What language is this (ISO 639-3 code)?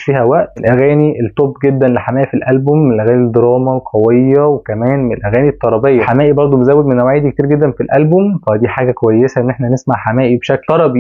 arz